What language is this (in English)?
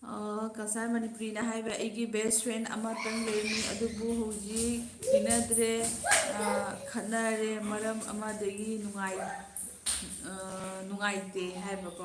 Manipuri